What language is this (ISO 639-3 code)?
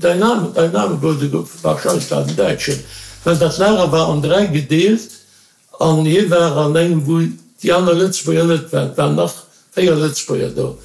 ltz